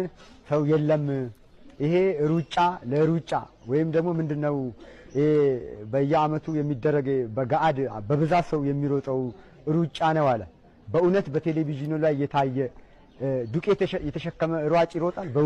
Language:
Amharic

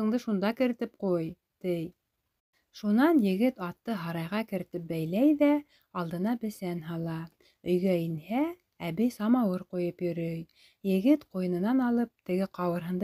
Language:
Bashkir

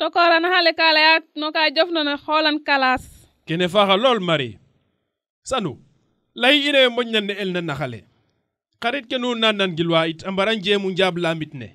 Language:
Serer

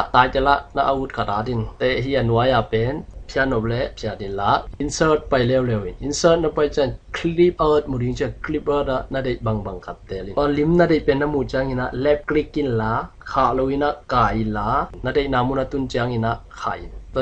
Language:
Tedim Chin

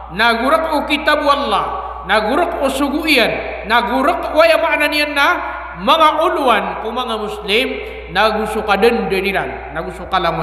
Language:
Maranao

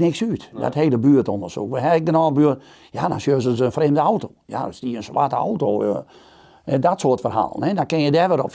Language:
Western Frisian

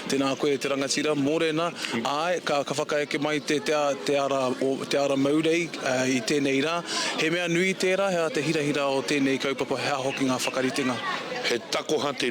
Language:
Māori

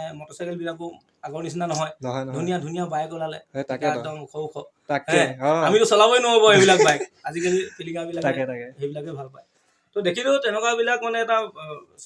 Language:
Assamese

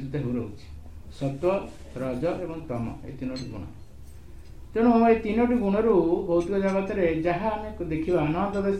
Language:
Odia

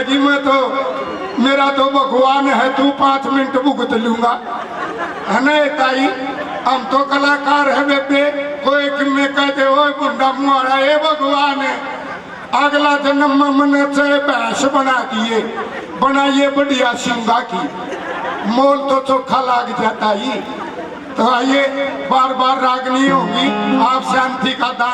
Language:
Haryanvi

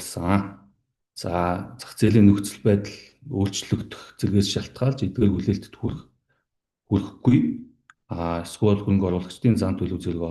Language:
Mongolian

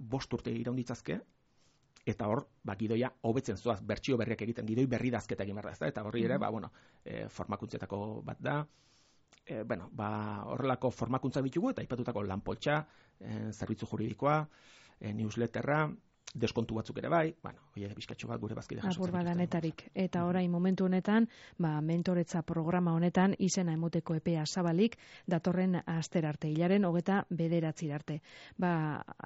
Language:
Basque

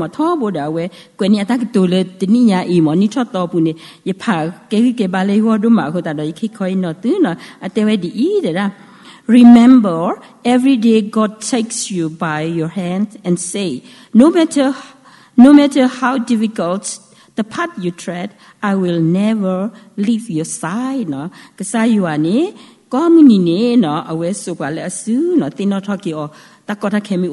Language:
S'gaw Karen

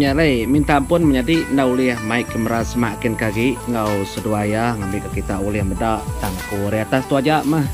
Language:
Iban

